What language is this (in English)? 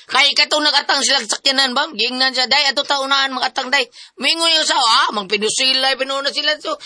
Cebuano